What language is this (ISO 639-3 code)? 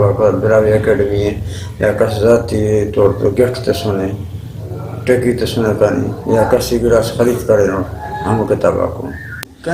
brh